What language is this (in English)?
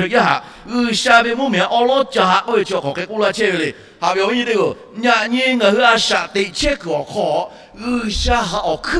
Lahu